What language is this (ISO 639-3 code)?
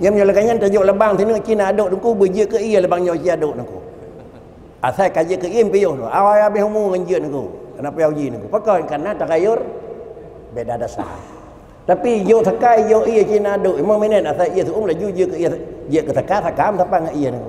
ace